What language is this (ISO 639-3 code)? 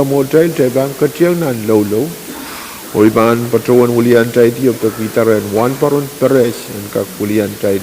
pon